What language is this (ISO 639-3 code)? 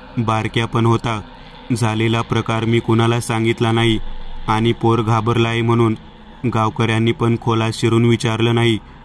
mar